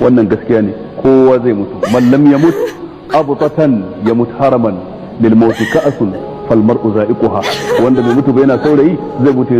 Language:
Hausa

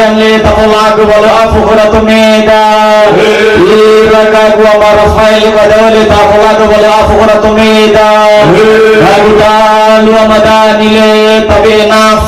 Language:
Nias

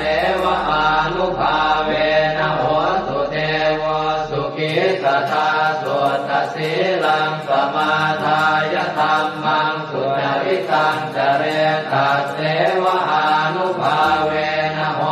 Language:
Pali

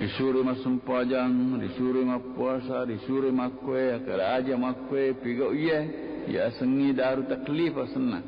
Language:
Buginese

